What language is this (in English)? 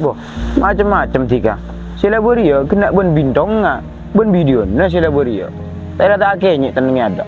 Madurese